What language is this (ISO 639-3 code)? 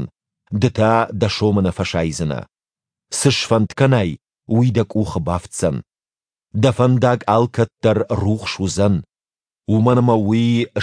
oss